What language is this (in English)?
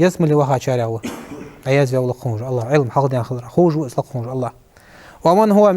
Ingush